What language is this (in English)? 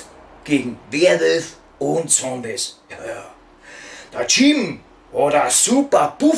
Bavarian